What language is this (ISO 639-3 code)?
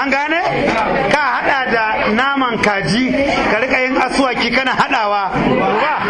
hau